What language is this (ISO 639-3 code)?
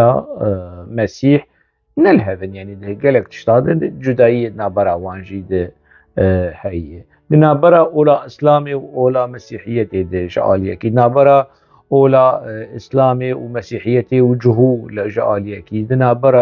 kur